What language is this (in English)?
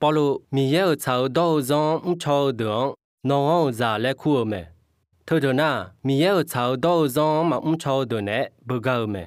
Akha